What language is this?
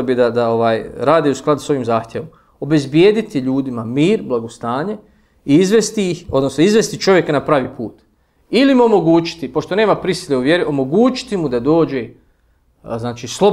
Bosnian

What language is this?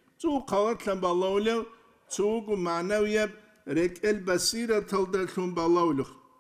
Avaric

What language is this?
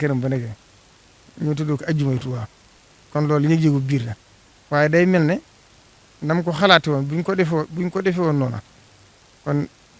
Wolof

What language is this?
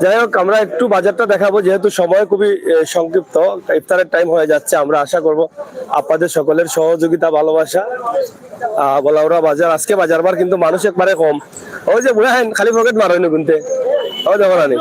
Sylheti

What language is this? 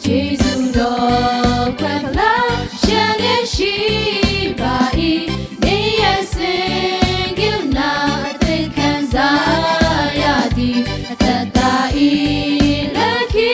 Lahu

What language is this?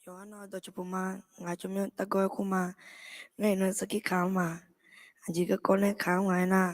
Akha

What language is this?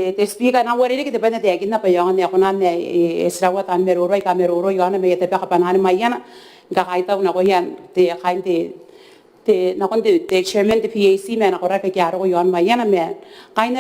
Gilbertese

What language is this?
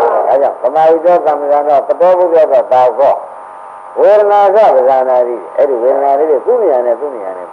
Burmese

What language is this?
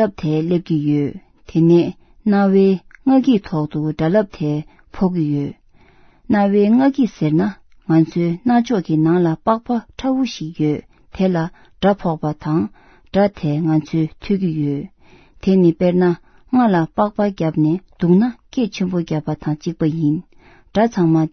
Tibetan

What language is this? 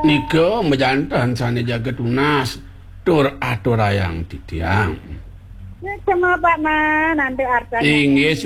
Balinese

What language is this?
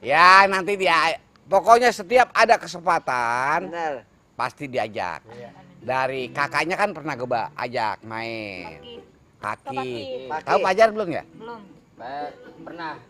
Betawi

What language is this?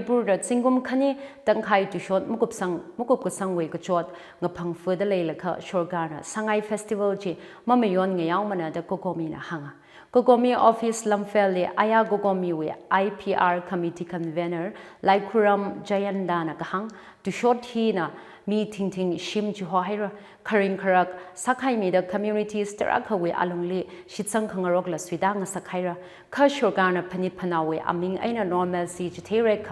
Tangkhul Naga (India)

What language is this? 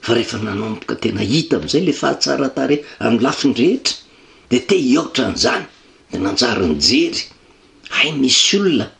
Malagasy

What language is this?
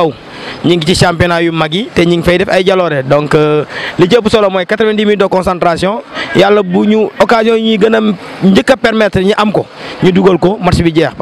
Wolof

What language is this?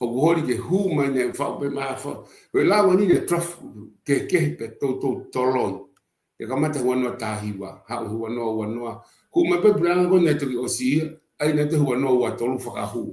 Tongan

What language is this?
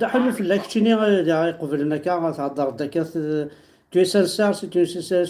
Kabyle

